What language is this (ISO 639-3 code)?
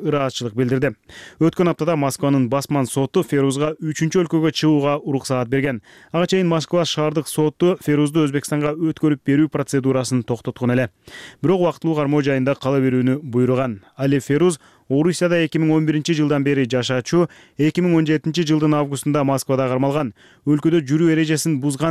kir